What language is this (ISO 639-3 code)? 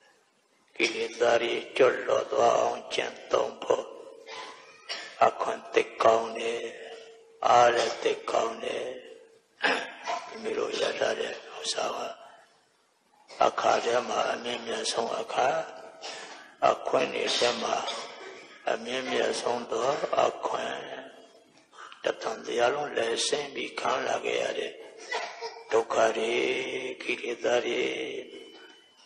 mya